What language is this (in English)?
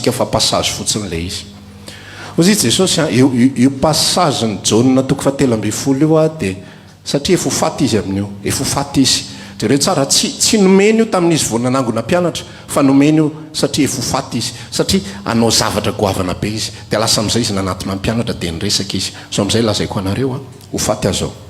Malagasy